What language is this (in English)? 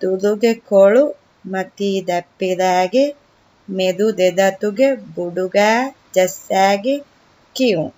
Divehi